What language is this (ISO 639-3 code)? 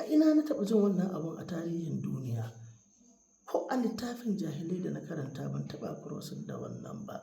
hau